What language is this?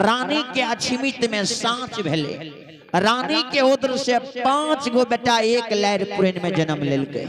Maithili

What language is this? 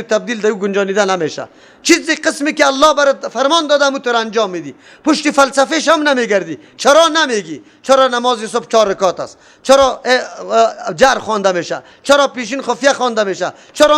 Persian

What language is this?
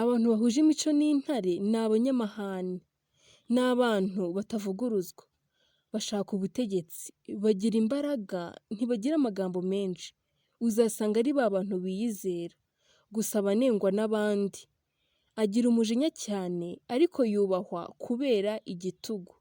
Kinyarwanda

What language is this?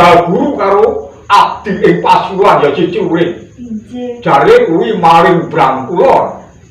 Javanese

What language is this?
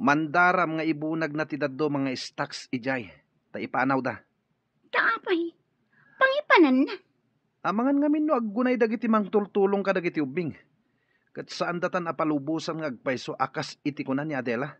Iloko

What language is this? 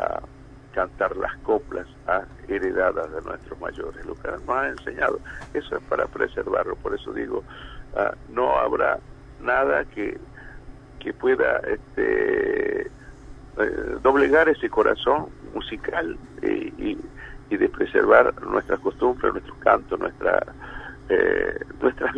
Spanish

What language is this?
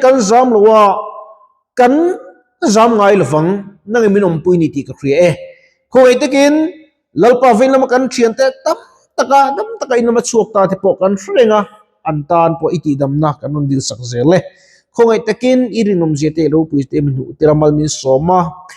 Mizo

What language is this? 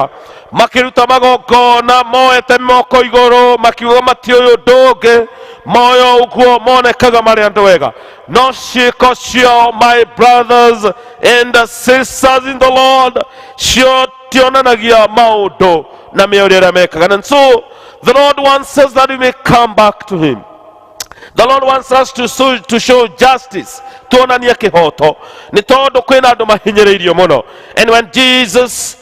Kikuyu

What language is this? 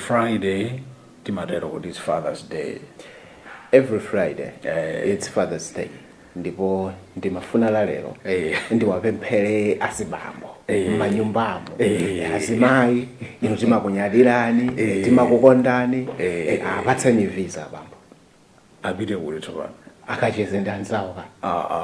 Nyanja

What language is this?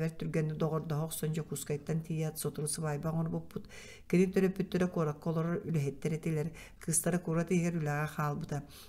Yakut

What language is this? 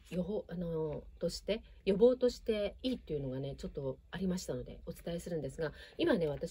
Japanese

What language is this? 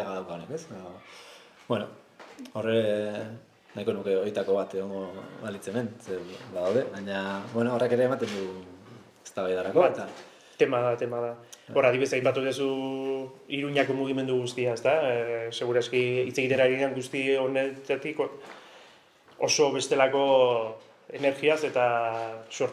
Basque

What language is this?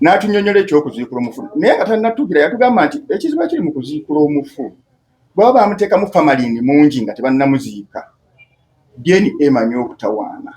Ganda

